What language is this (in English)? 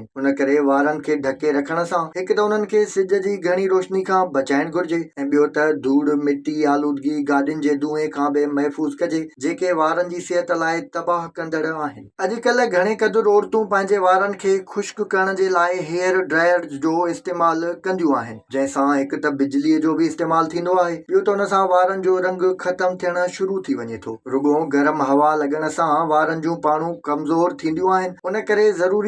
Sindhi